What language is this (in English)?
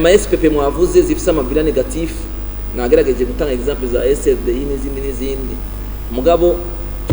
Rundi